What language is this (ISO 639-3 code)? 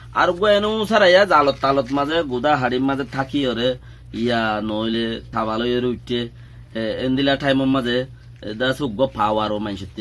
rhg